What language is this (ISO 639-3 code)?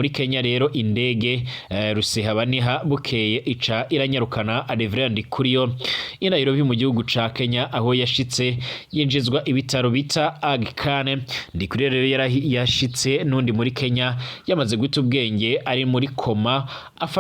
run